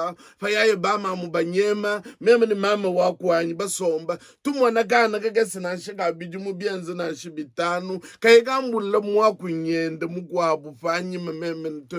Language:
Luba-Lulua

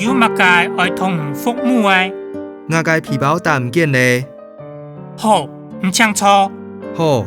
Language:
Hakka Chinese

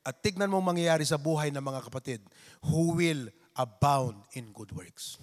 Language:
Iloko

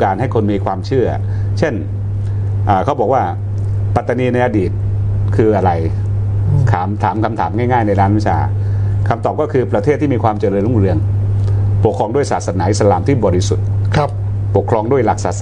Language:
Thai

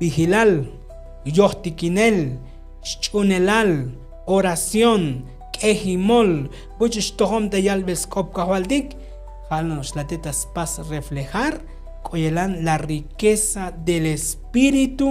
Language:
Tzotzil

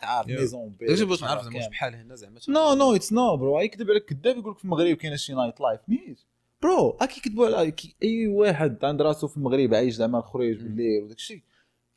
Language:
Moroccan Arabic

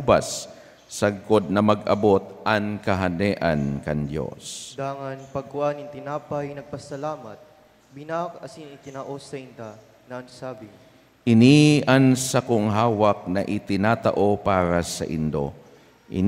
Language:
Bikol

